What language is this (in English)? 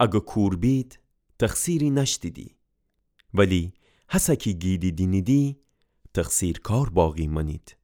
Gilaki